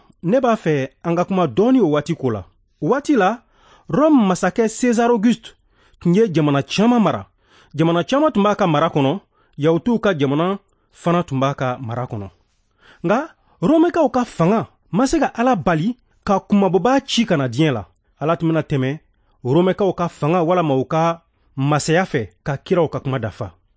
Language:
Bambara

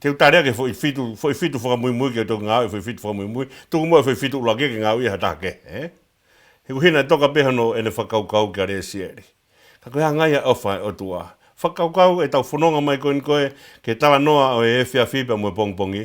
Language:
Tongan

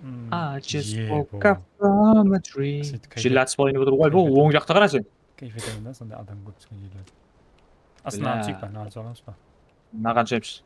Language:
Kara-Kalpak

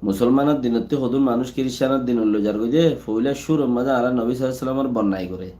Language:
Rohingya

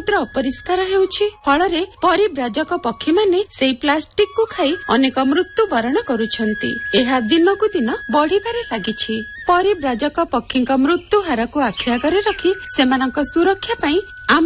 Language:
Odia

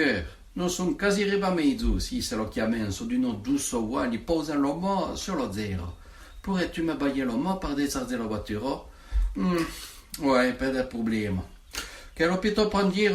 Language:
Occitan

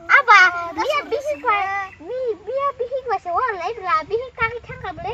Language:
Kok Borok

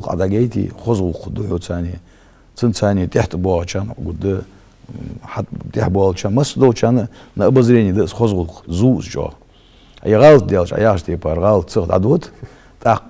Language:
Ingush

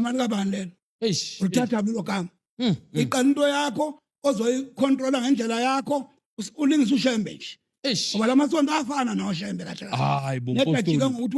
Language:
Zulu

